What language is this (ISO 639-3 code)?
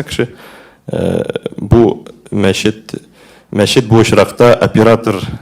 tat